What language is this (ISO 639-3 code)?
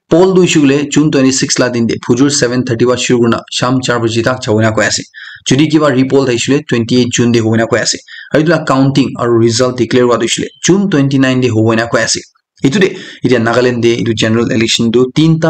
nag